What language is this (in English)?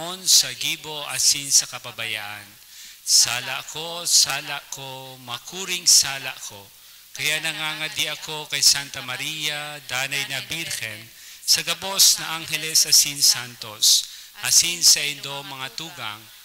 Bikol